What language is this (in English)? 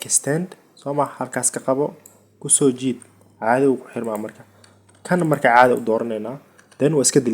Somali